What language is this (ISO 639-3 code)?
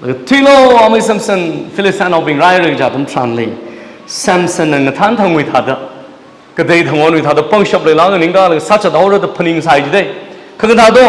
nmf